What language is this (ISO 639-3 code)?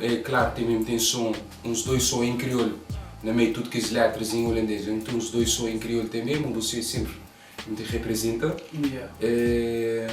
kea